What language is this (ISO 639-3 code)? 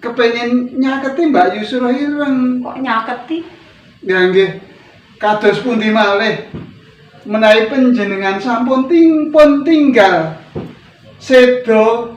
jav